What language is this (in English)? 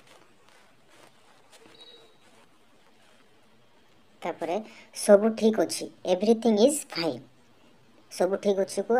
Odia